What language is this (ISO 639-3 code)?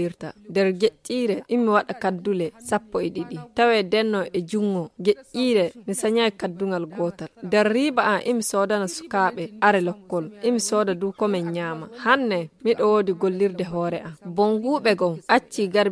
ful